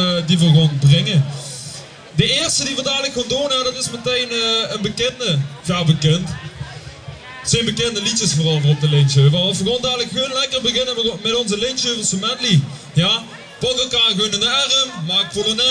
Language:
Limburgish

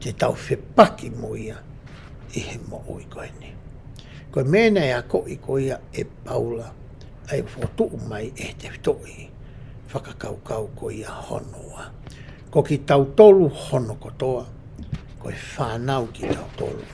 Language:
Tongan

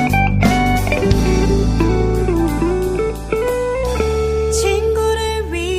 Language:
Korean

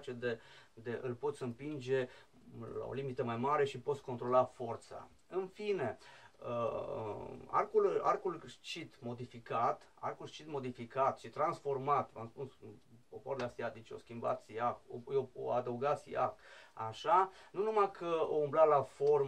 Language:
Romanian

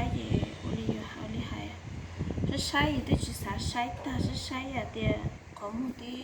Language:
Hmong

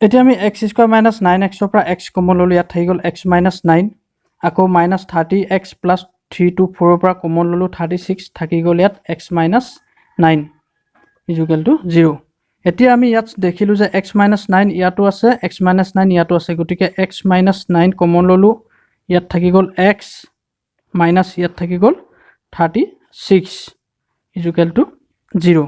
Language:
Assamese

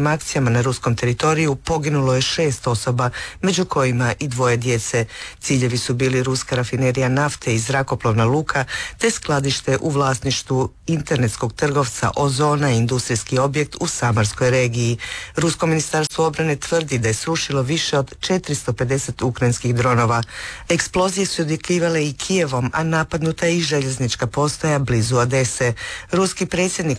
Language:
Croatian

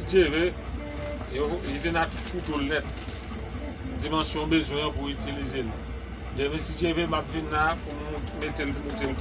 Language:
Haitian Creole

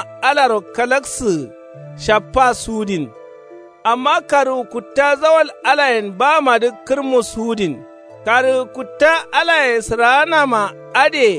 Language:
Kanuri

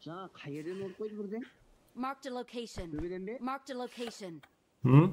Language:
Kara-Kalpak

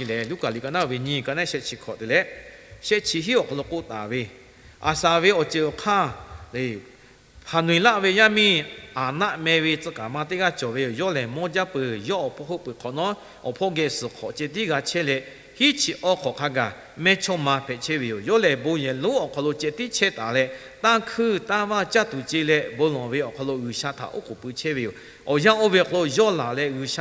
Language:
Lahu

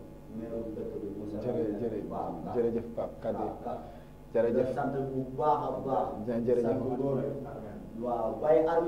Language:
Wolof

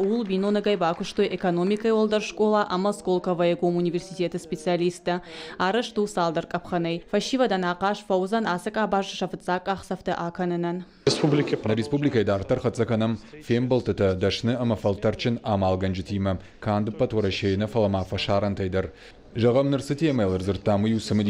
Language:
Ossetic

